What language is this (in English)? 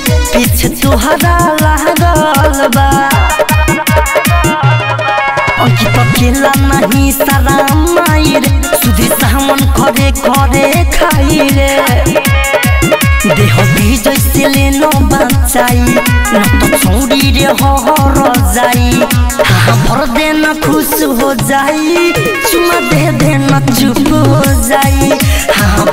Bhojpuri